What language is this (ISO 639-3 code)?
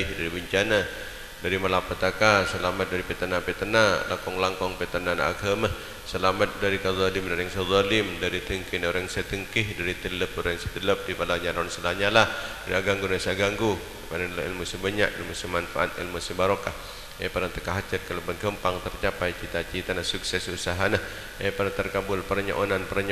mad